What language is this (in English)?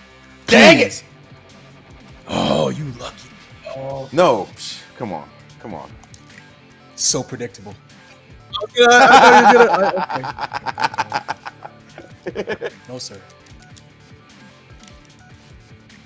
English